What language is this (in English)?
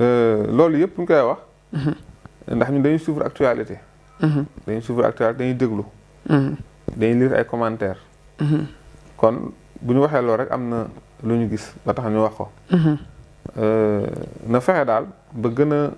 Wolof